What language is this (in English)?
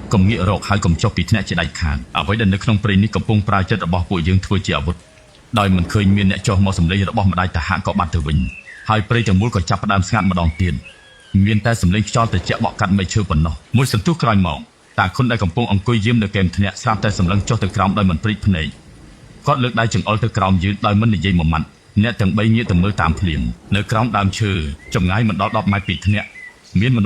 Khmer